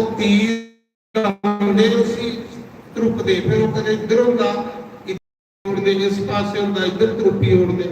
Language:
Dogri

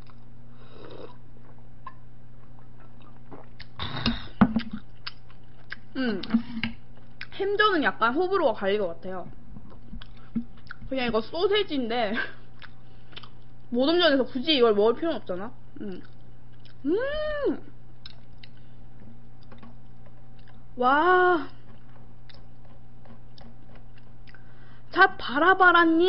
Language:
Korean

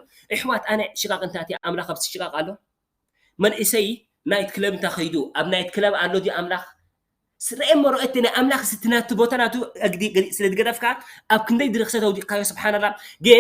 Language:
Tigrinya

